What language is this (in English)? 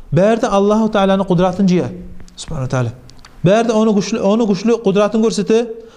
Kumyk